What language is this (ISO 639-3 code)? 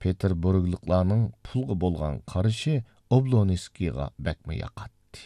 uig